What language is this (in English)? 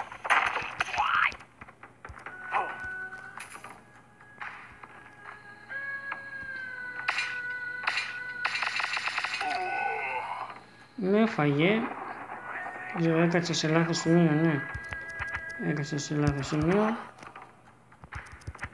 Greek